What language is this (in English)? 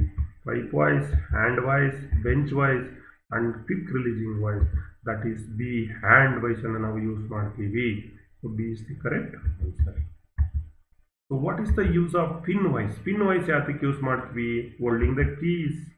Kannada